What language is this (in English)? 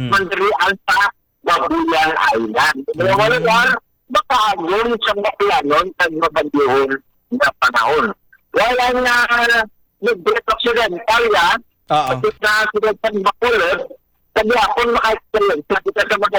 Hiligaynon